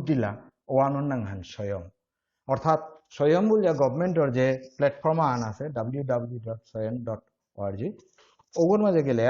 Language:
Bishnupriya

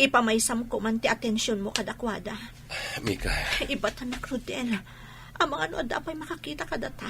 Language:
Iloko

